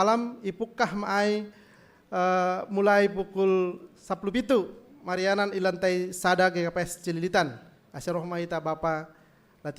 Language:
Batak Simalungun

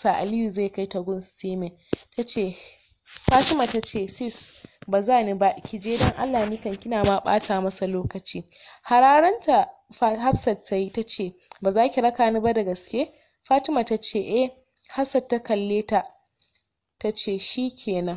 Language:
Hausa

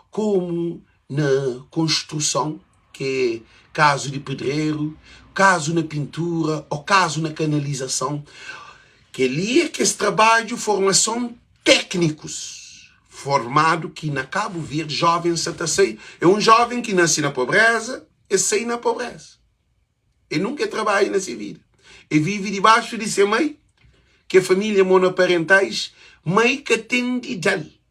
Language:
Kabuverdianu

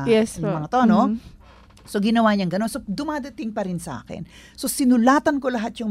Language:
Filipino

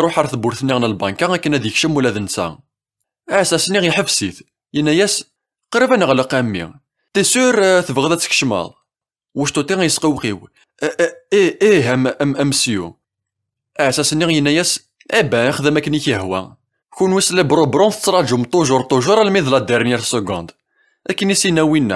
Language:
Kabyle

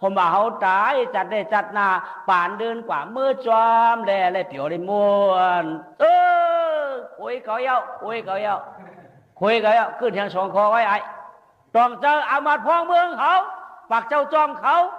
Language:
Shan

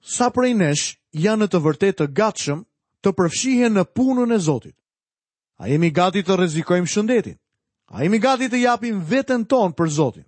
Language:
Albanian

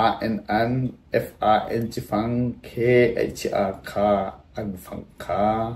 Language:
Hakha Chin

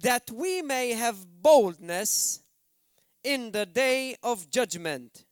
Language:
English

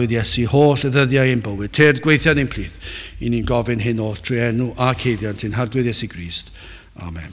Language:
Welsh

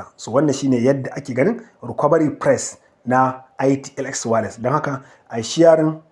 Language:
Hausa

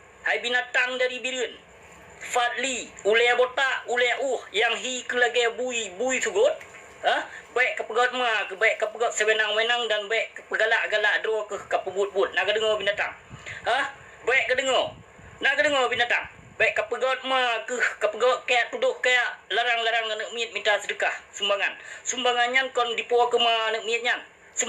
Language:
Achinese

